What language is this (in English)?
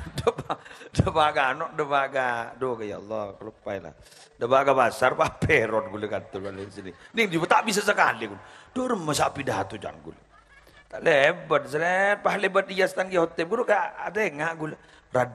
Madurese